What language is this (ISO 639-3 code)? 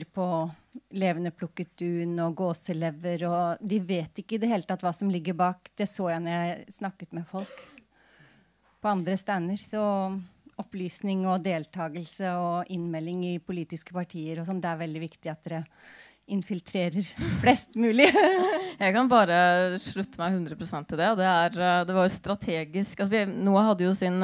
nor